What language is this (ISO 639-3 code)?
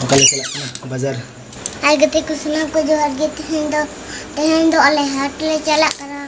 sat